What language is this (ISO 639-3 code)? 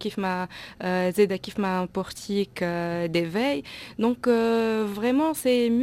aeb